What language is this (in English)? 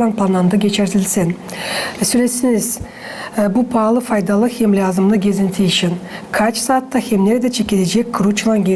Gagauz